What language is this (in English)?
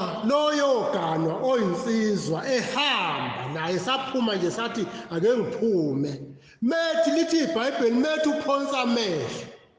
Zulu